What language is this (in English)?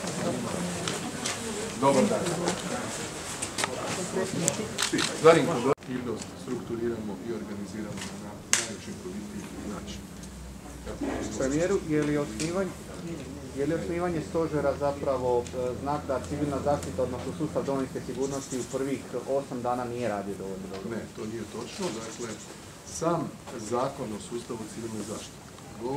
Croatian